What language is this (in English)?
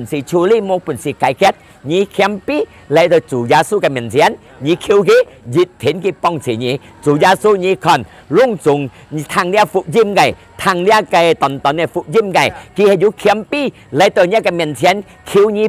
Hakka Chinese